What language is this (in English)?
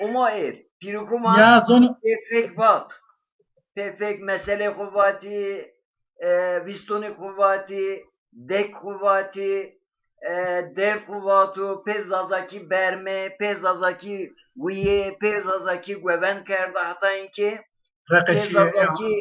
Zaza